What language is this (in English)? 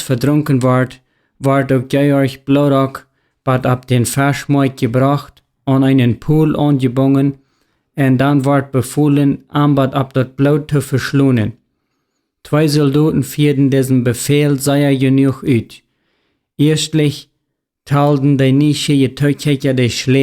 Plautdietsch